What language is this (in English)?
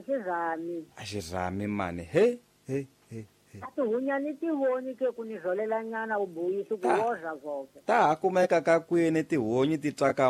Tsonga